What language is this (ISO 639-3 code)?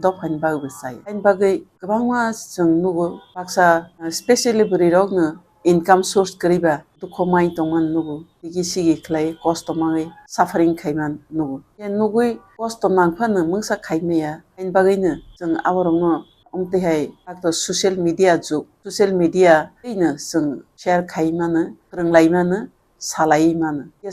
trp